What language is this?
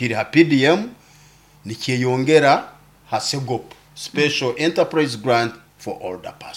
Nyoro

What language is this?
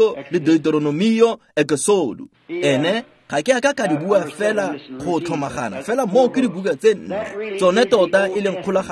Tswana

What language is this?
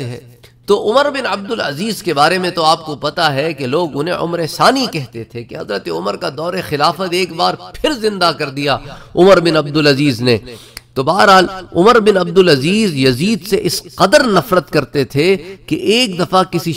Urdu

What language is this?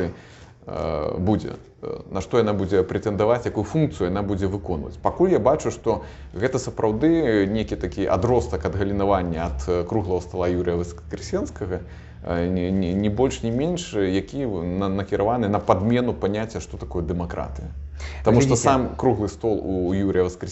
Belarusian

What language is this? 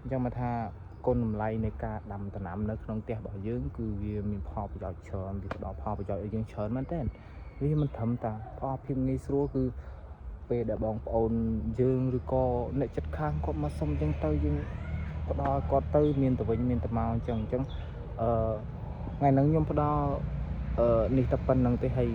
Khmer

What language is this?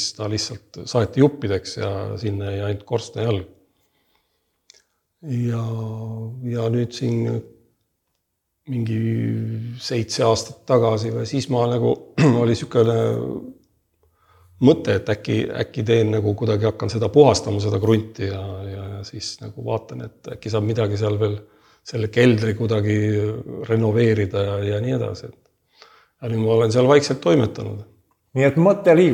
Estonian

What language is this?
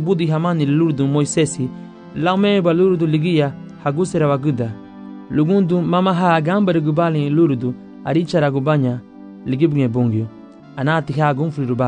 Garifuna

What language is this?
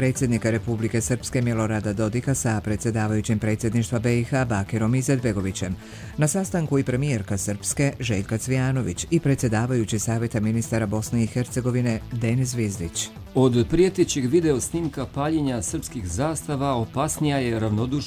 Bosnian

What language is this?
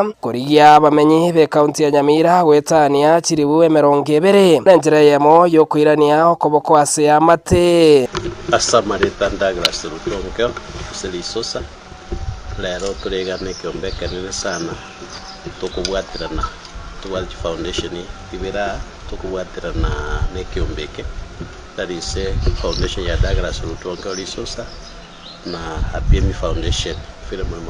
Gusii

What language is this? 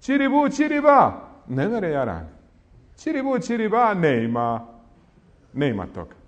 Bosnian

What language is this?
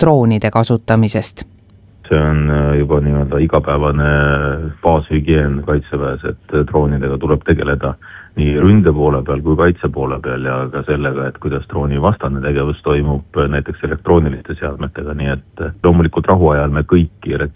Estonian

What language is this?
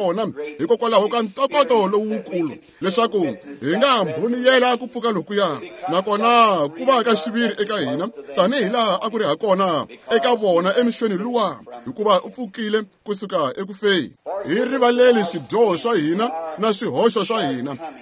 Tsonga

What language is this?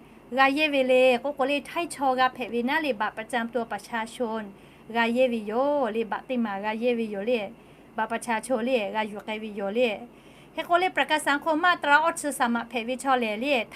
Lahu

